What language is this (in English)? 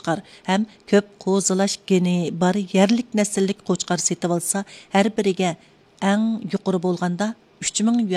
Uyghur